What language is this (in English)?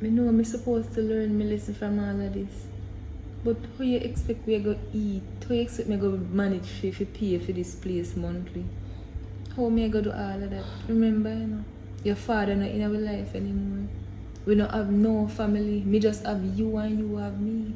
Jamaican Creole English